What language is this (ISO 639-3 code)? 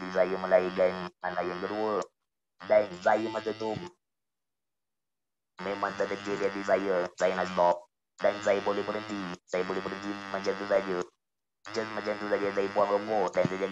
msa